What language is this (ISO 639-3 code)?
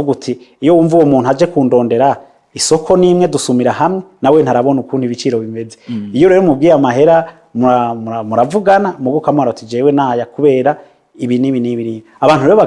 run